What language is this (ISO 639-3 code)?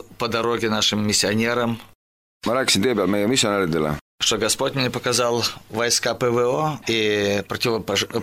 est